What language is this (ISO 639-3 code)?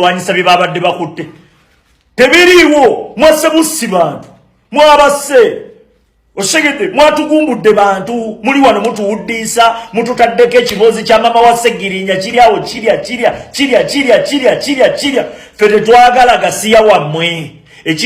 lug